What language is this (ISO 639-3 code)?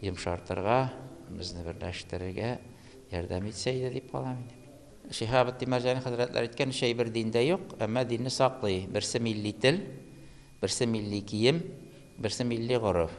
tat